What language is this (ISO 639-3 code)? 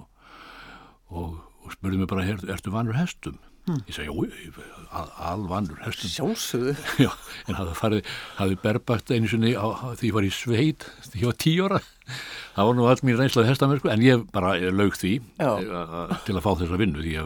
isl